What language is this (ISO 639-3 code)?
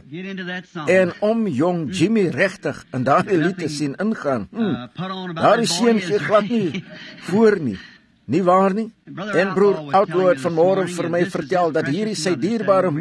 afr